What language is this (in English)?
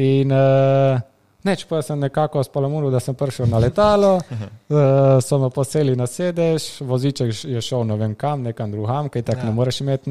Slovenian